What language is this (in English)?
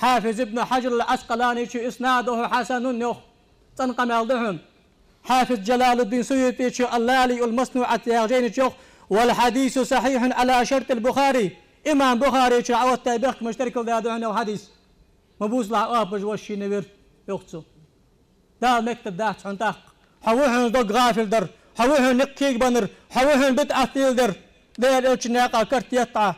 Ingush